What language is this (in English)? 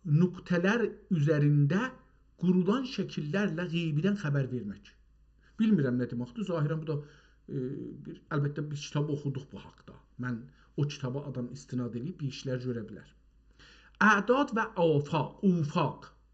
South Azerbaijani